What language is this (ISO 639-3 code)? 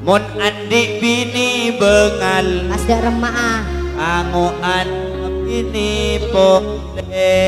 mad